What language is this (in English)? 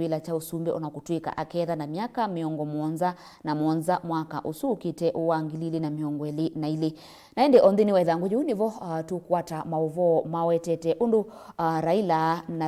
Kamba